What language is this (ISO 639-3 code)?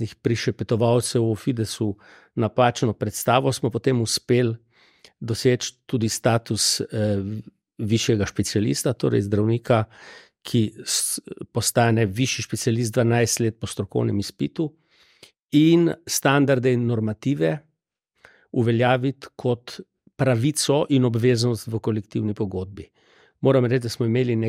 slv